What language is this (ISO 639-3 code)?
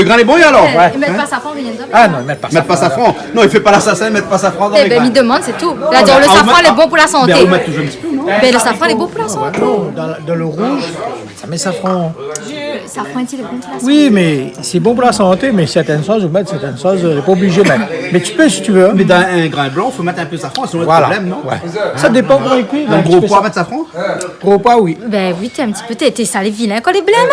rcf